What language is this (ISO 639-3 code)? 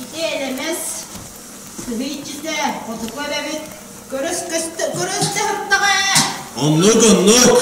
sah